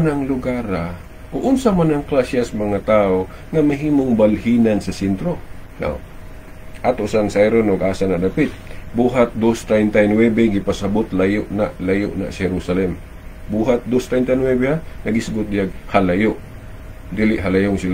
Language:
Cebuano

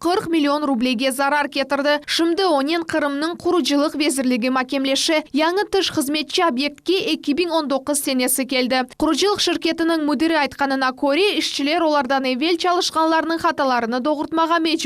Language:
Crimean Tatar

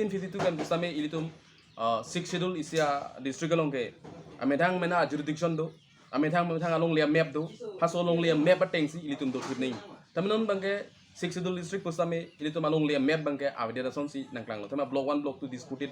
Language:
Karbi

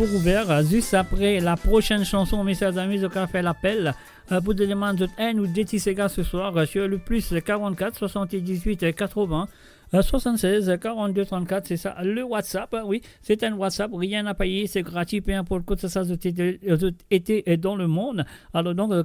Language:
Morisyen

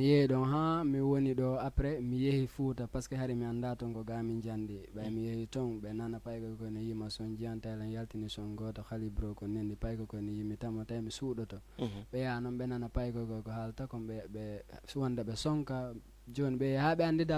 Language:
Fula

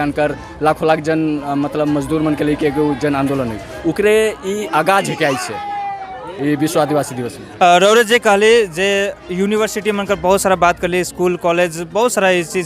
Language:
Sadri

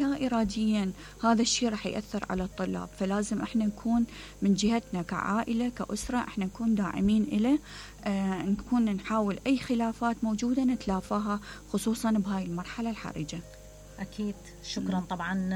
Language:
Mesopotamian Arabic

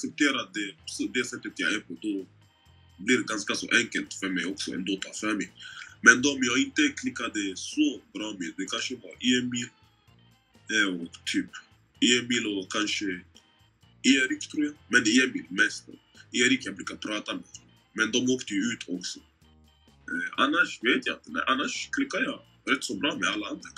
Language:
Swedish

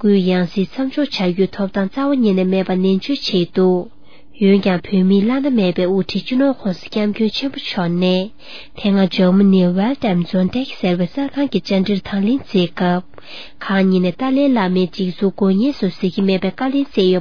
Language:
Tibetan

